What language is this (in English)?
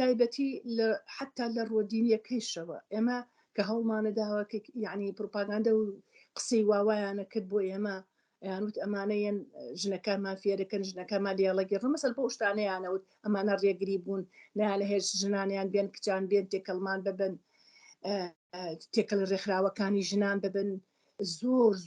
Central Kurdish